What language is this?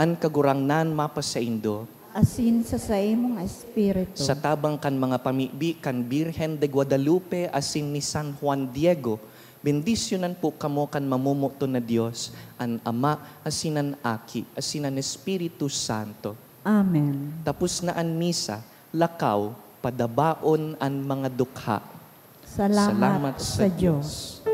Bikol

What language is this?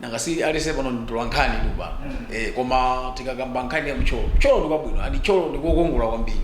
Nyanja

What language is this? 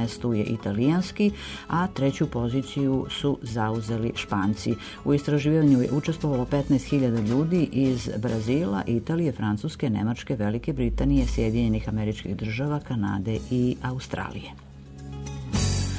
Serbian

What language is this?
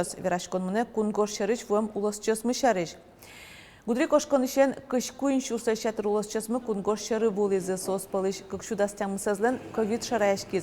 Udmurt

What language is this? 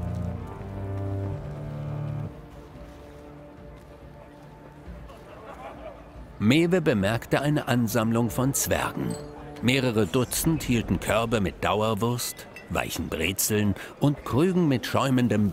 German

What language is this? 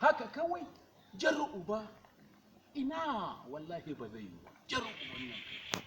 Hausa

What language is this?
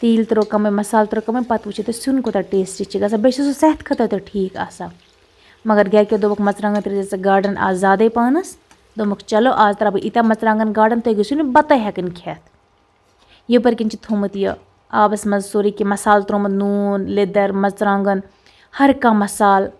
Kashmiri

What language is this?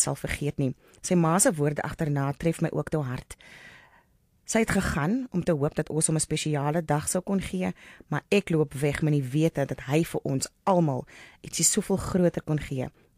Afrikaans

